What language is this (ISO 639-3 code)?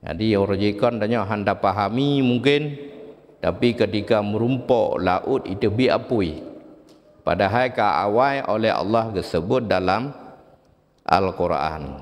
ace